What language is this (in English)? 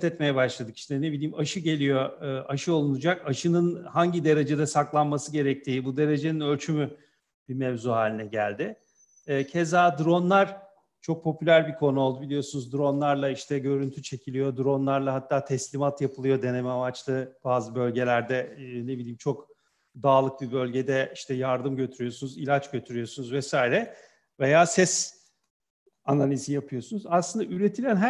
Turkish